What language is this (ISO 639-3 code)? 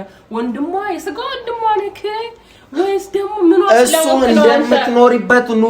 amh